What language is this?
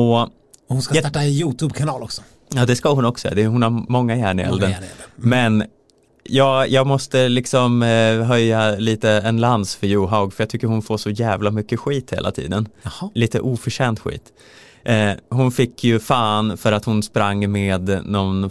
Swedish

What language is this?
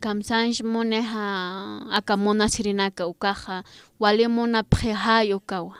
Aymara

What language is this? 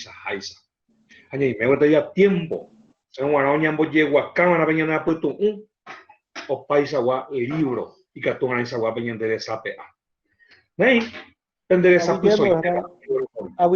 Guarani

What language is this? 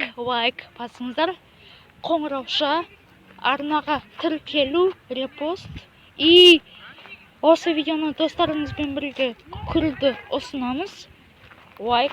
Kazakh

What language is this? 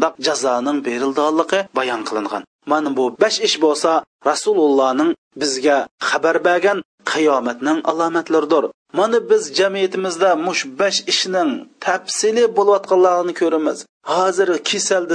Uyghur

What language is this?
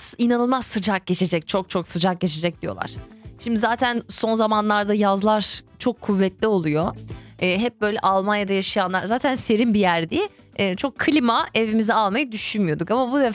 Turkish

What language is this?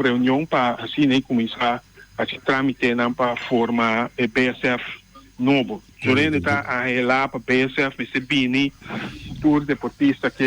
Papiamento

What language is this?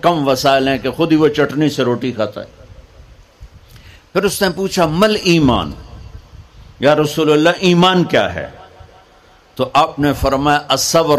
Urdu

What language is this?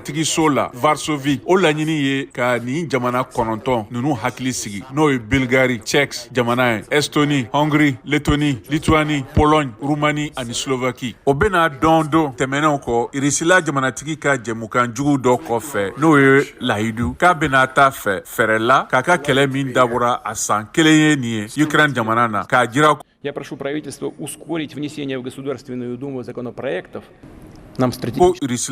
Bambara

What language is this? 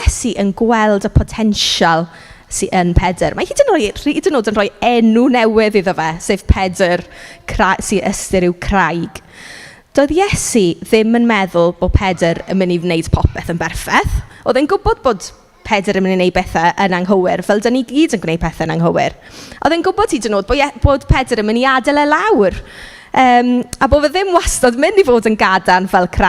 Welsh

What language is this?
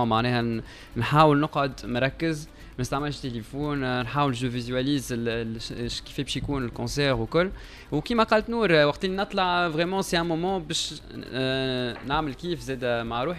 Tunisian Arabic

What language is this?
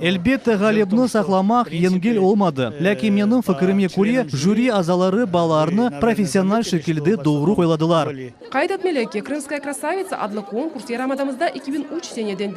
Crimean Tatar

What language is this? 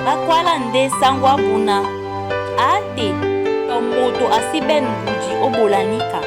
Duala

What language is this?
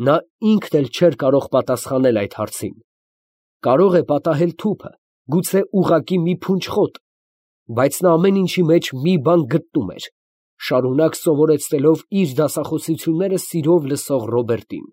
Armenian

